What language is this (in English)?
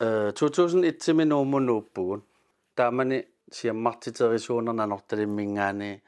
Kalaallisut